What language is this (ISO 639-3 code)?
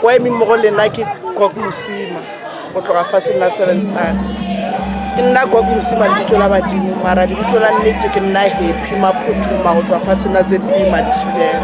nso